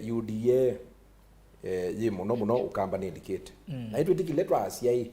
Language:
Kamba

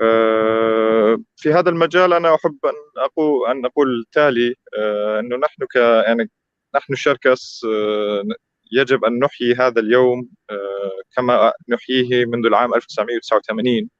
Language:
North Levantine Arabic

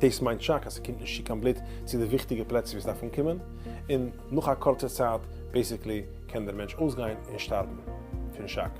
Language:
Yiddish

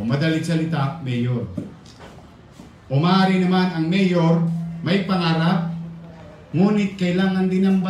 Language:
Filipino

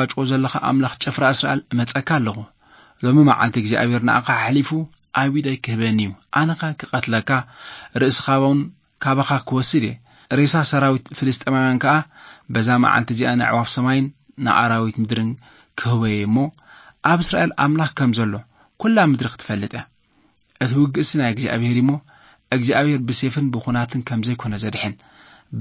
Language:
Tigrinya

